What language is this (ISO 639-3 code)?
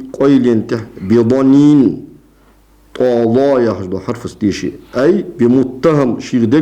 inh